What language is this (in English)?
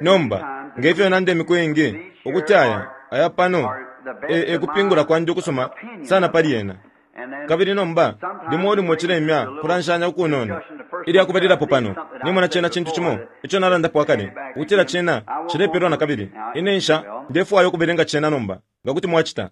Bemba